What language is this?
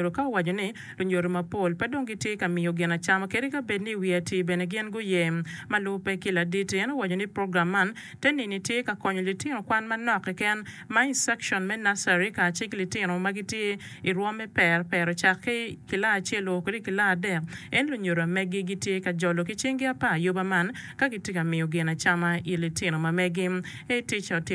Acoli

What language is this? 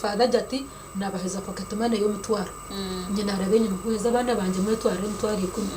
Nyankole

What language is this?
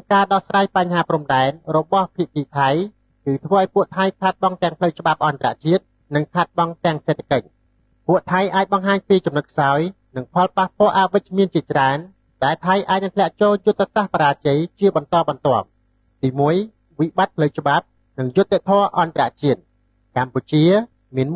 Khmer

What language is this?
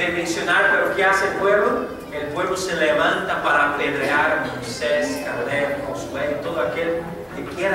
Spanish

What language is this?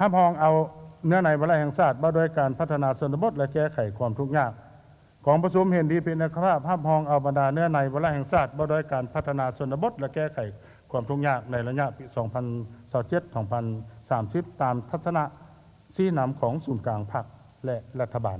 Lao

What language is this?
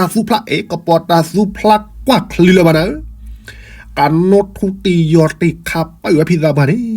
S'gaw Karen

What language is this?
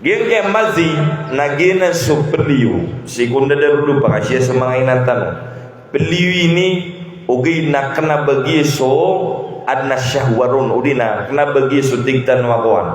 Maranao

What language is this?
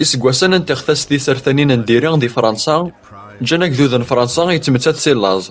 Kabyle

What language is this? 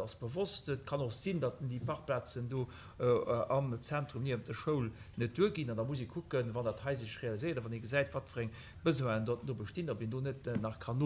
Luxembourgish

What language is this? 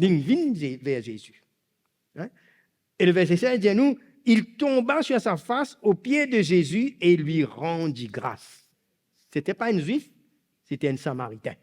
Morisyen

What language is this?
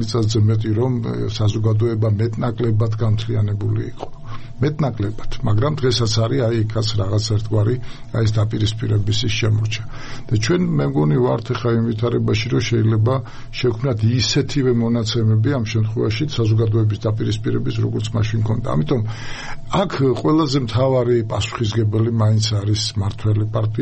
Georgian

